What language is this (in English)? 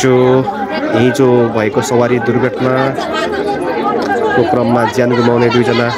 Nepali